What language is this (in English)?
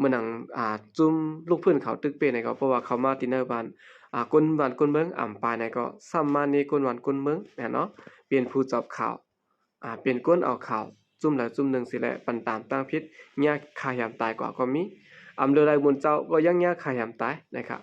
Shan